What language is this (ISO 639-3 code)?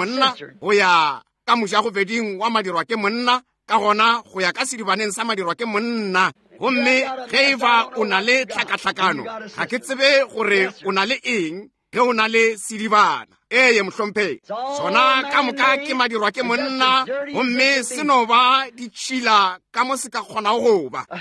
nso